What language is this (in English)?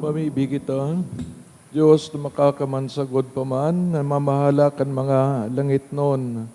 Bikol